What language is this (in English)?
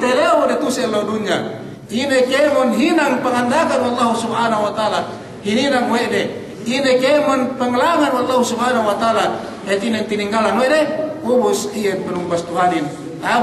Yakan